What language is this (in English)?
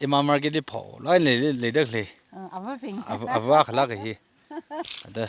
Tangkhul Naga (India)